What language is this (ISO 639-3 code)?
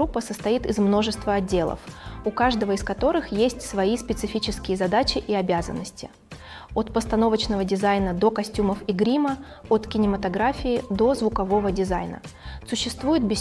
rus